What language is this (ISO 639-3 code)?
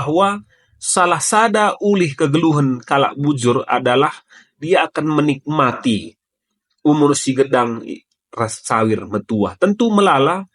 btx